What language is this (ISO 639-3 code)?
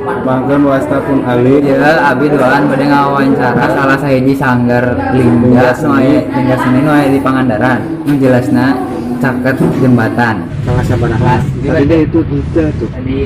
sun